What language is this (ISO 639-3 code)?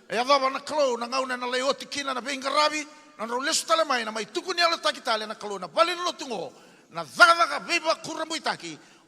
fij